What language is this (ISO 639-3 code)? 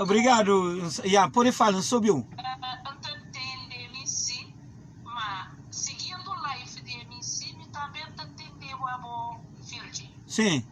kea